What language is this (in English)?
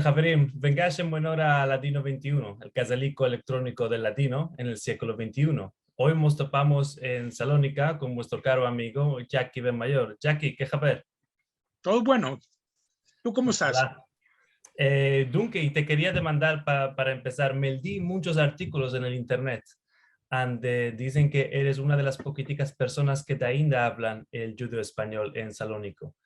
Ladino